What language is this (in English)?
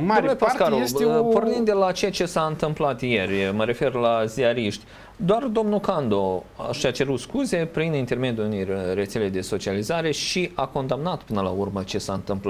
Romanian